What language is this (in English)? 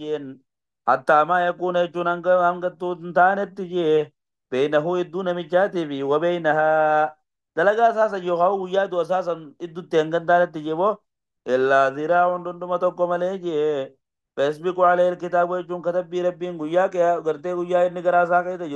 Oromo